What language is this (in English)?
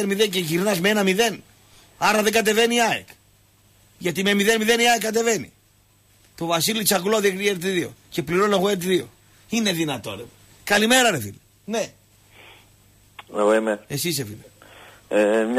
Greek